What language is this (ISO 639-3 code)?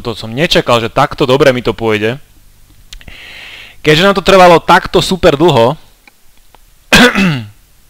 slk